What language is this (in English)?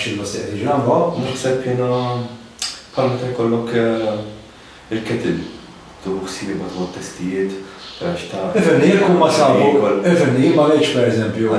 Maltese